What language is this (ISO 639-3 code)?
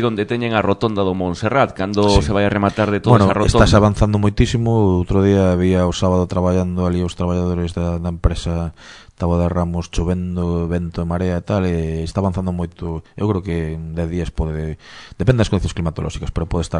glg